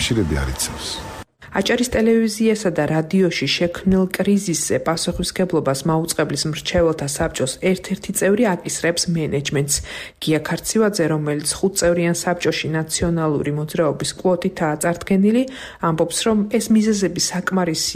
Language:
Georgian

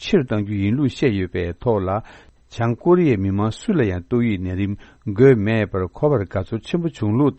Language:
Tibetan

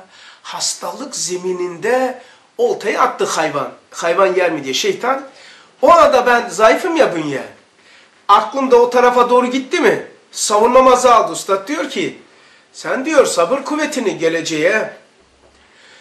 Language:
Turkish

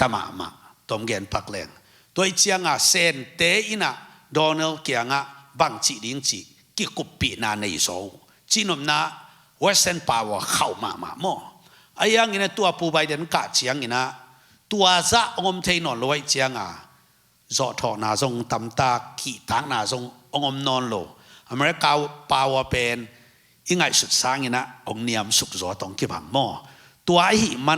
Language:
Tedim Chin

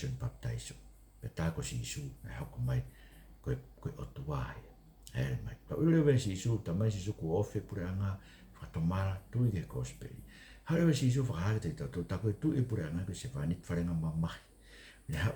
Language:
Tongan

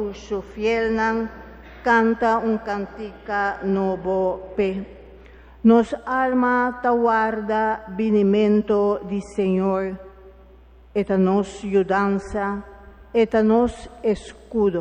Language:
Papiamento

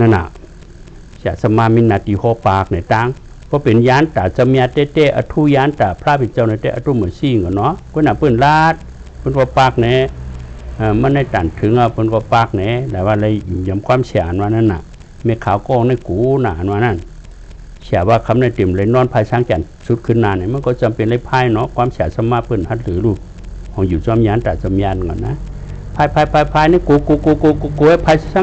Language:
Shan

